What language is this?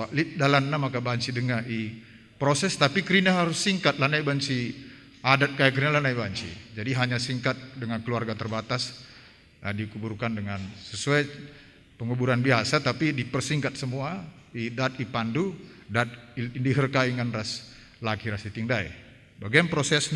Batak Karo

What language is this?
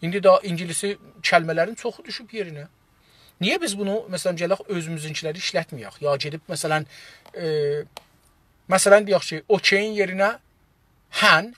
South Azerbaijani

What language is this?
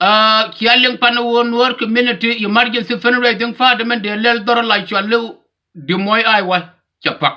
Nuer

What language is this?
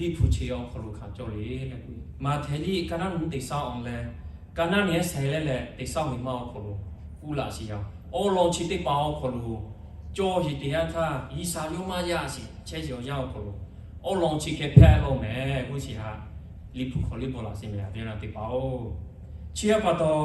Lahu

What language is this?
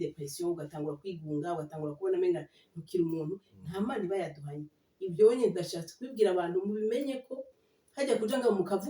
Rundi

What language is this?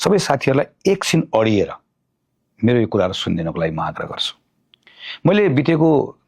Nepali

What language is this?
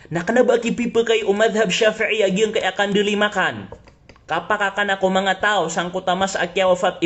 Maranao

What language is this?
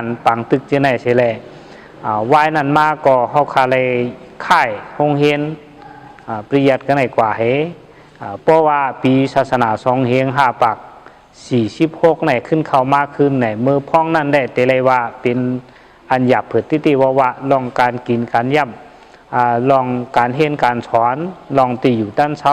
Shan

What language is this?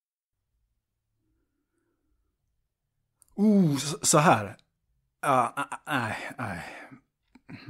Swedish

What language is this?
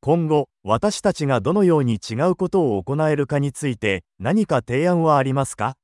Japanese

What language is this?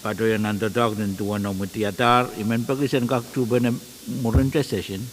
Pohnpeian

